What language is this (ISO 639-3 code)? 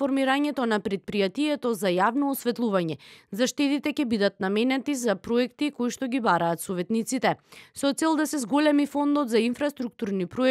mkd